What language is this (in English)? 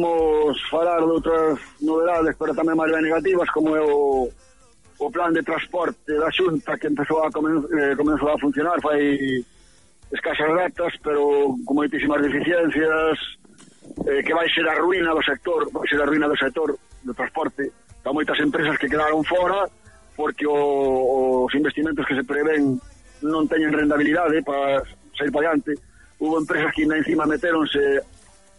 Galician